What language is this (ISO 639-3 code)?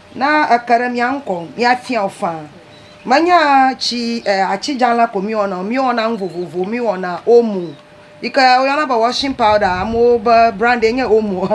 ewe